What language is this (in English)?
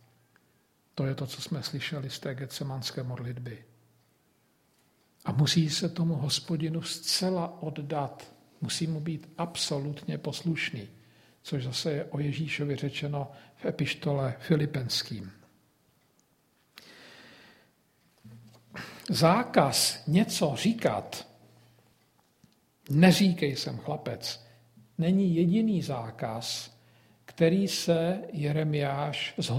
Czech